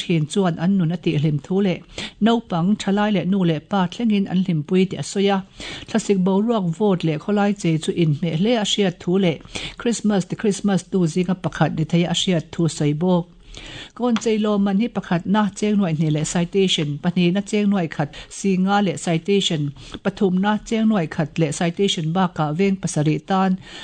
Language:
Mizo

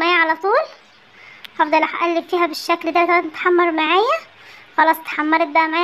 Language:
Egyptian Arabic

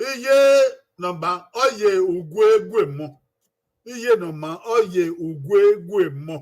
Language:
Bini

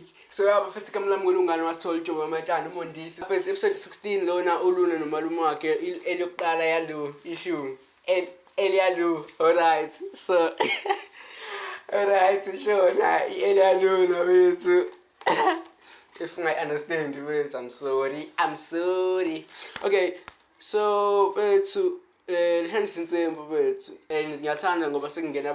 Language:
Zulu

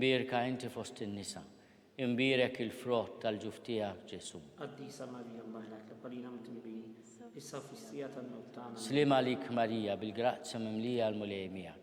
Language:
Maltese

